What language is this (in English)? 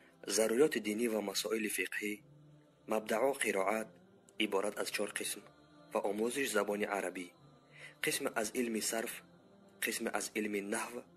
Tajik